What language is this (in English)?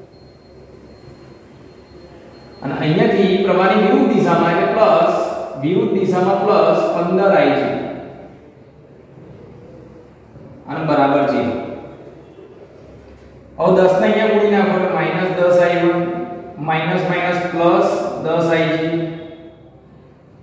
Gujarati